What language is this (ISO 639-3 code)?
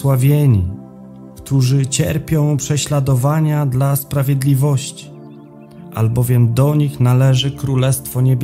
pol